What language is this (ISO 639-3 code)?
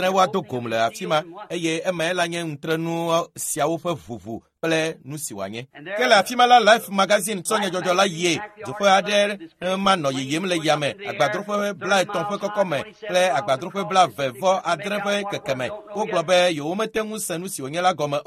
ewe